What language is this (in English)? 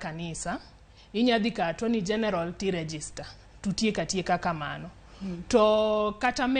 Luo (Kenya and Tanzania)